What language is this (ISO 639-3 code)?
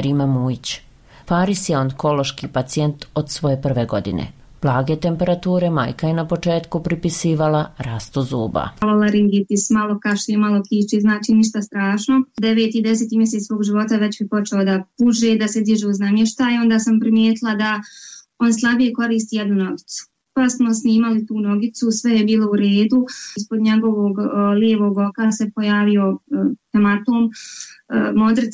bos